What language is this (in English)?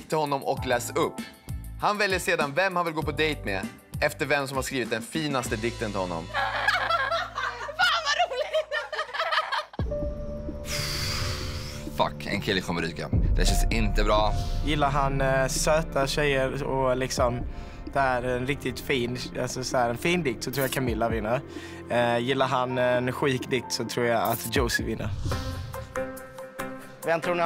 Swedish